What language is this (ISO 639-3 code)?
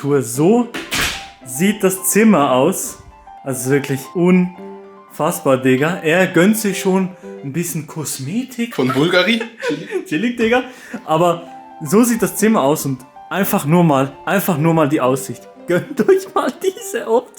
gsw